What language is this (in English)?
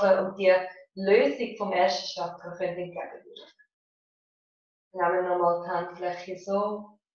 German